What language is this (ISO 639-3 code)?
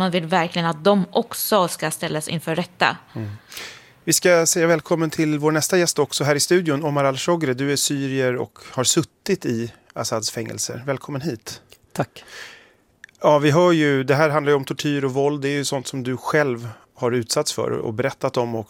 swe